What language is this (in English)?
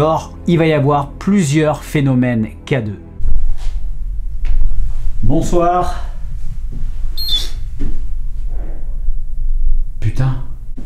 French